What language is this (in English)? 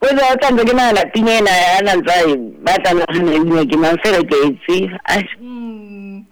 Southern Sotho